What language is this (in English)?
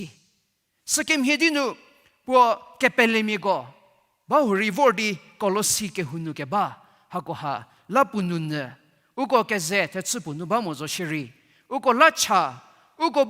Angami Naga